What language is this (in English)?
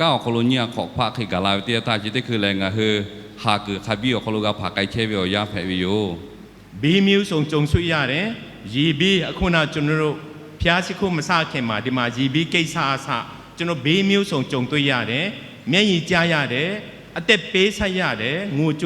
Lahu